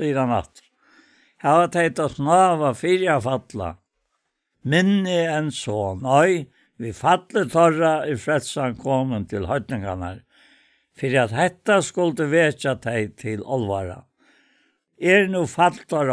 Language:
Faroese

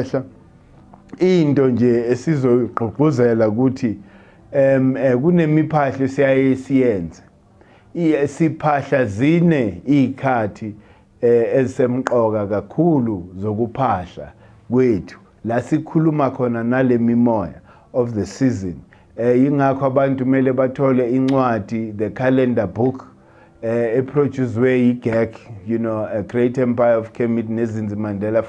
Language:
Zulu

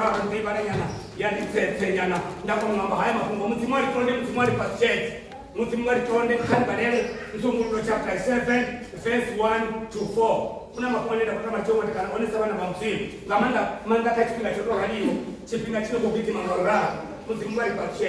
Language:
Venda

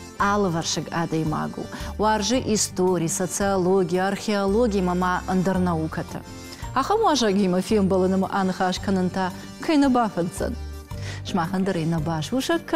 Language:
Ossetic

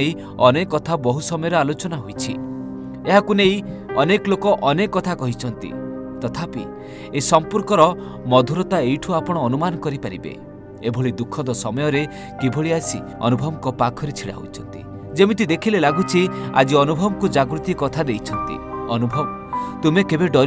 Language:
Odia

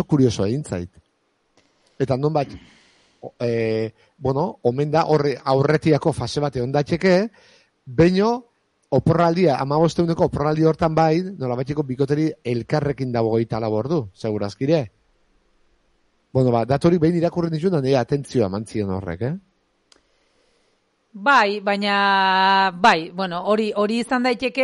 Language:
Basque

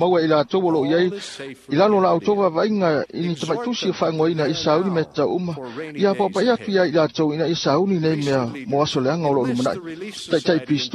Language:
Samoan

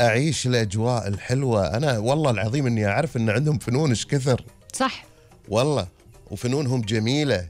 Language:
Gulf Arabic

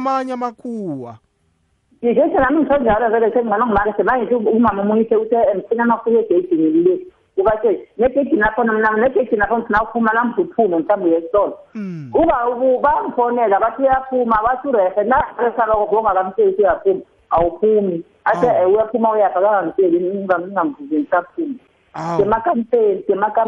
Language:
South Ndebele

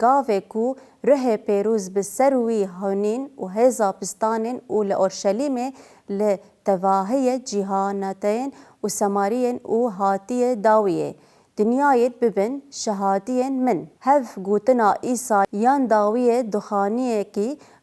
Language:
Kurdish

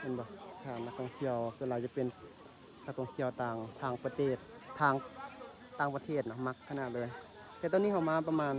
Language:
Lao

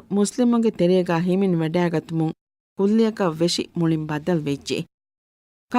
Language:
Divehi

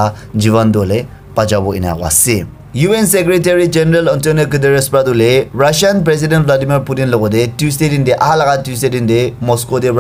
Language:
Naga Pidgin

